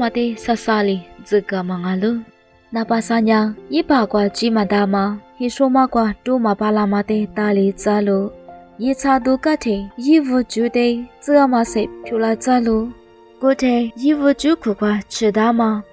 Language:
Lisu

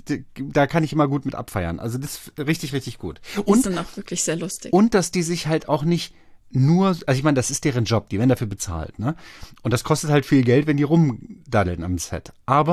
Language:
German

